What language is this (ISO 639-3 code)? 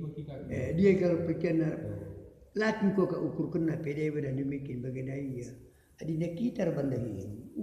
btx